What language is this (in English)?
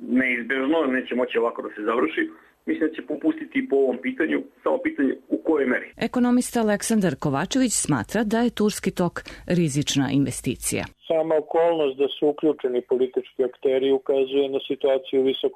Serbian